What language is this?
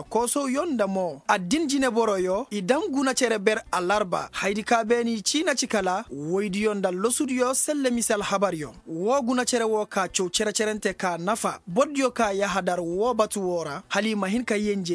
Koyraboro Senni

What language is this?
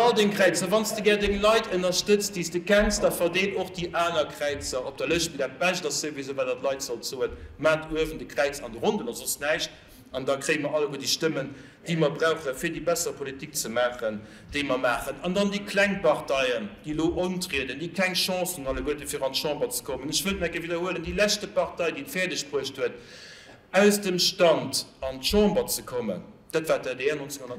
Luxembourgish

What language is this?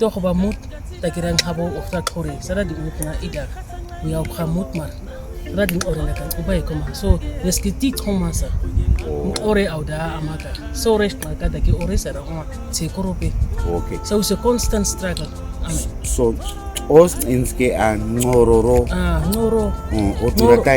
Nama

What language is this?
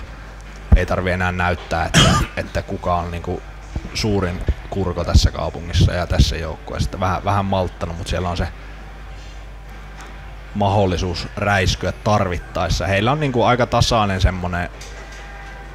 Finnish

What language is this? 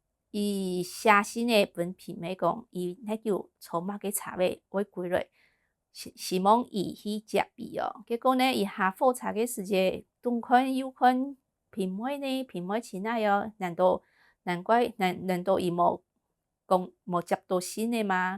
Hakka Chinese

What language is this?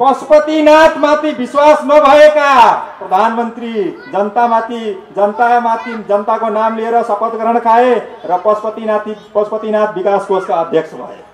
Nepali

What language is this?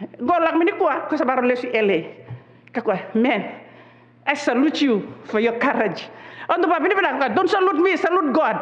Fijian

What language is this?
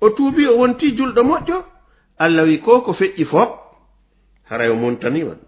Fula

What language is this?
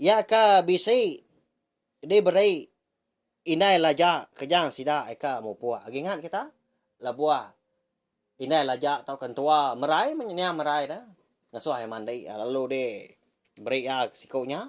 Iban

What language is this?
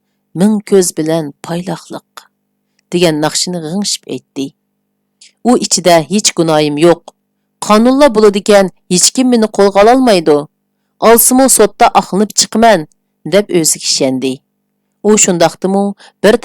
Uyghur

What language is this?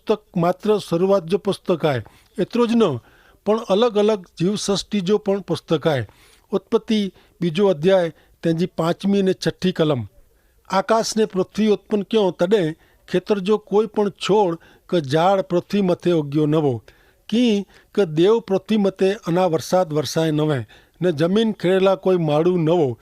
Kachhi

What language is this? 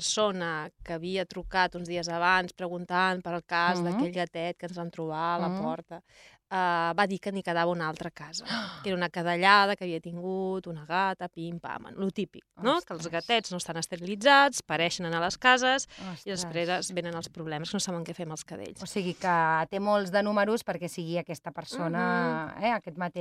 Catalan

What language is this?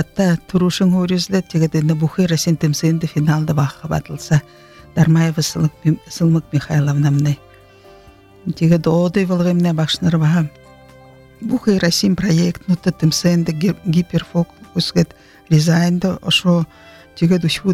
Buriat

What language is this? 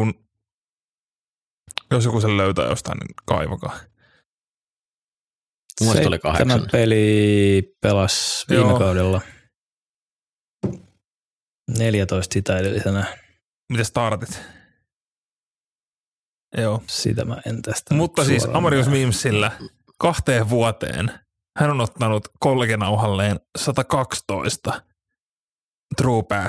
Finnish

